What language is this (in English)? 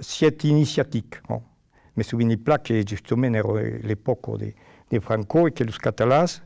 Occitan